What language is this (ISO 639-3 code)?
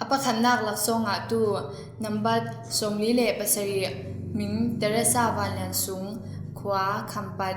cfm